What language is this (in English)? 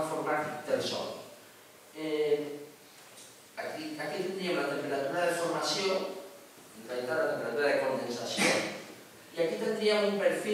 Catalan